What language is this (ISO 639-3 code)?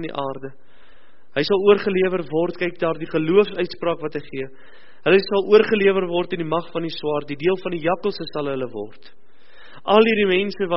afr